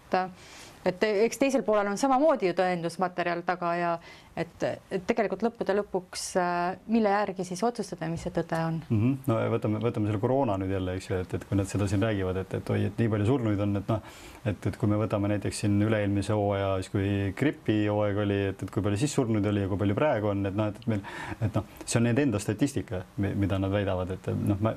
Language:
Estonian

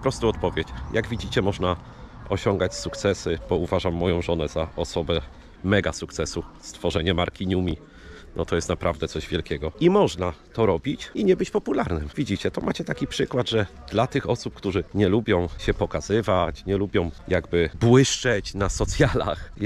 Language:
Polish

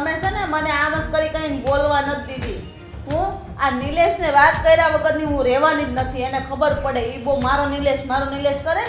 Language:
Gujarati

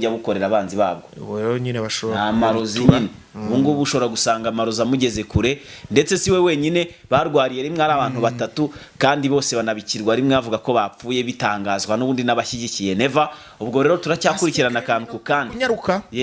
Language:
Kinyarwanda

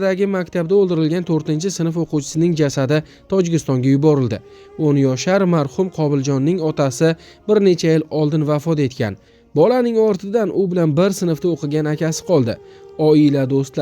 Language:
Uzbek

